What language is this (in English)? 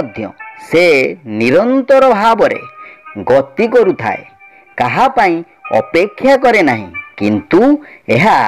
Odia